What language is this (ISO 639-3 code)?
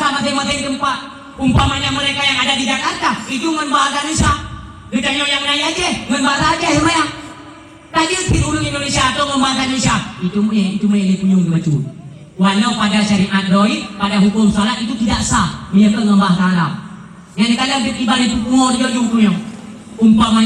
ace